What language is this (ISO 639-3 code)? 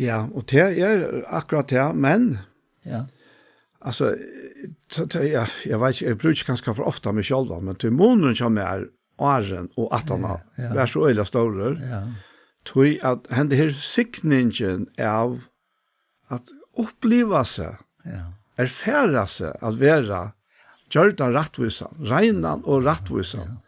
fao